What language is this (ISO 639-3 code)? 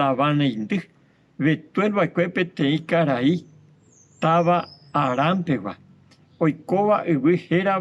grn